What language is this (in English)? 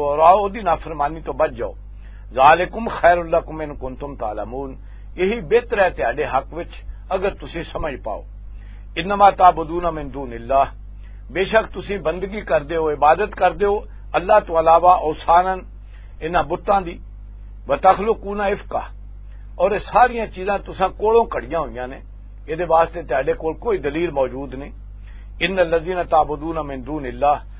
Western Panjabi